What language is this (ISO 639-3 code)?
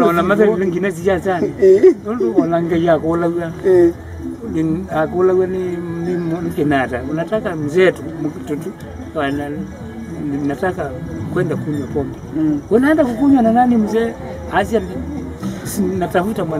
swa